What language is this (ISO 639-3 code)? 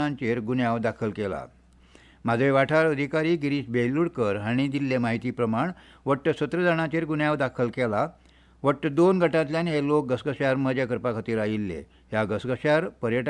kok